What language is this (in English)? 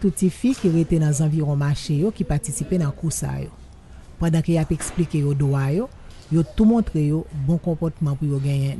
Haitian Creole